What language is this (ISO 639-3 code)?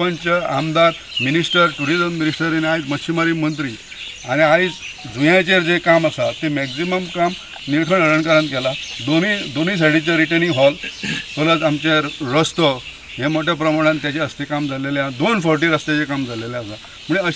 kok